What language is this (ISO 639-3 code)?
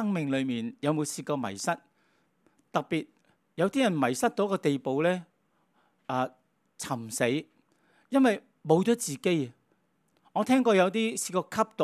yue